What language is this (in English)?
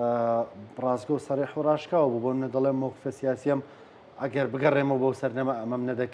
Central Kurdish